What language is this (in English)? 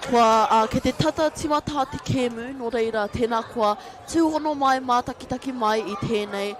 Māori